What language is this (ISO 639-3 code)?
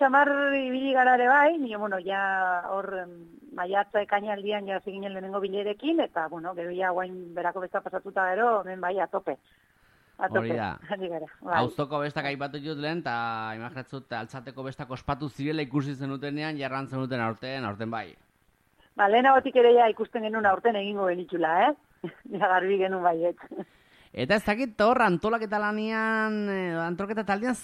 eus